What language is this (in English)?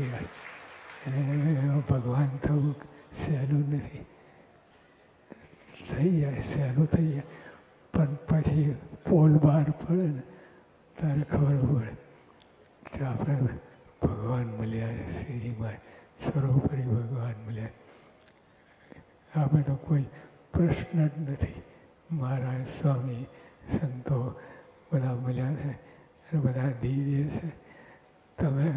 Gujarati